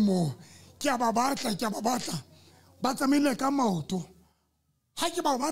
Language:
Southern Sotho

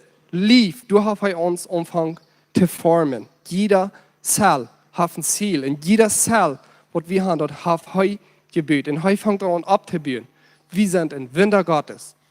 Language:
Plautdietsch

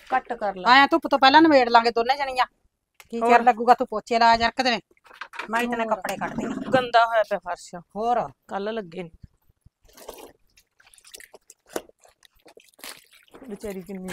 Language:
Punjabi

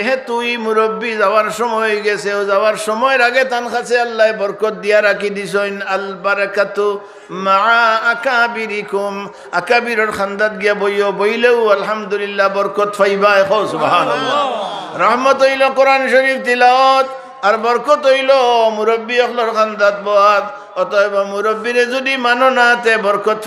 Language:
Sylheti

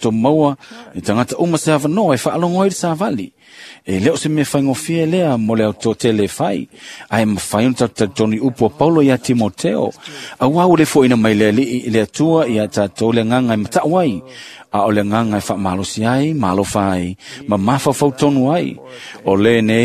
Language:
Samoan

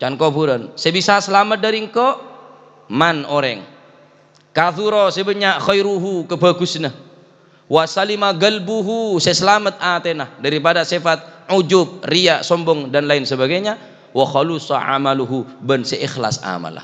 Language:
Madurese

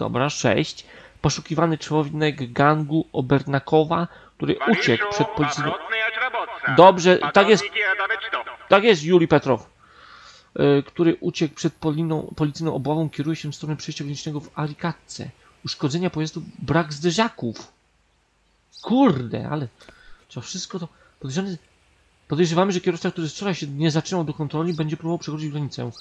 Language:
Polish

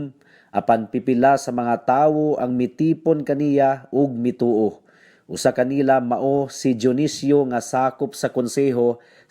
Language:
Cebuano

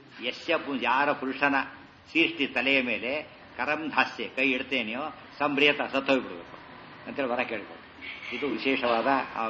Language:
Kannada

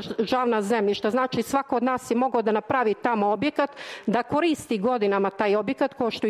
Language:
Serbian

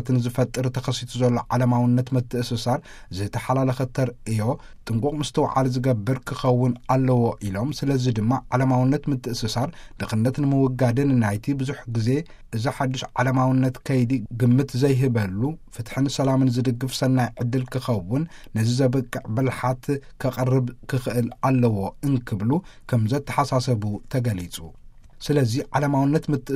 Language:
Tigrinya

